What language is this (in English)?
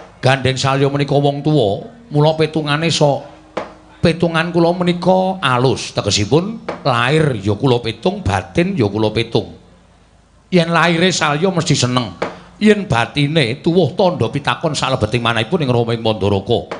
Javanese